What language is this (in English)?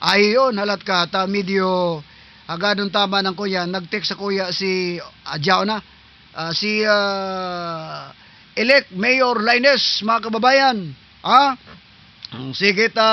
Southern Catanduanes Bikol